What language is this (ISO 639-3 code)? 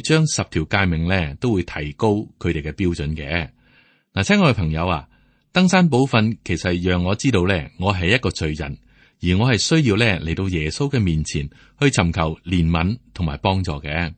yue